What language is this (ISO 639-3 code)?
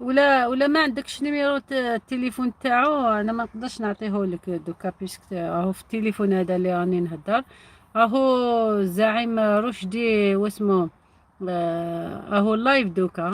arq